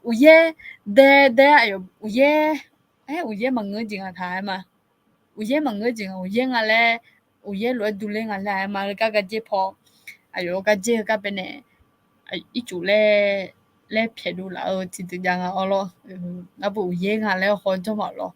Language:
Akha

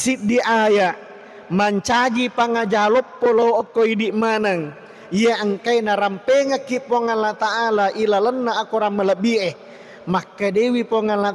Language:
Buginese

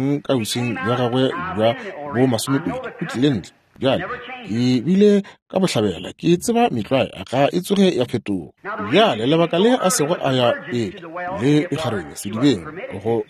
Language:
Northern Sotho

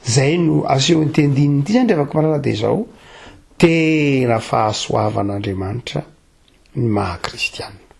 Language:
Malagasy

